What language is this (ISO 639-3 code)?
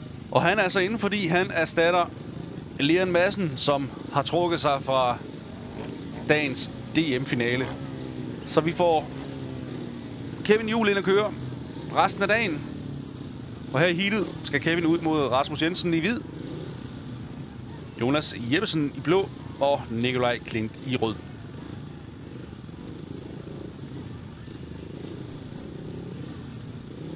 dan